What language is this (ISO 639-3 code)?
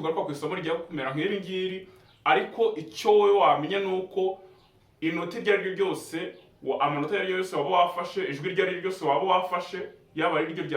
kin